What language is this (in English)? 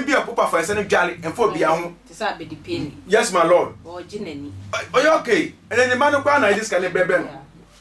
Akan